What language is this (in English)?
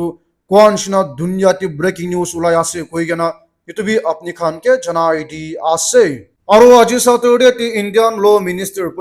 Naga Pidgin